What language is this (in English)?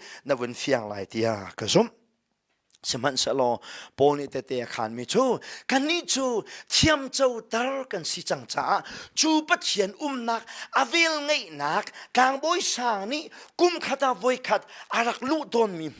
Hakha Chin